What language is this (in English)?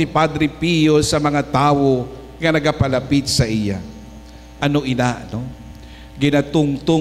Hiligaynon